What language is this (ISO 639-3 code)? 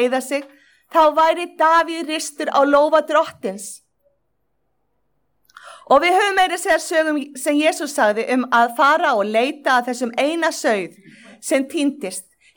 isl